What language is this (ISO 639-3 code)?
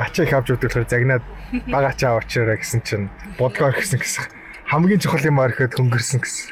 mon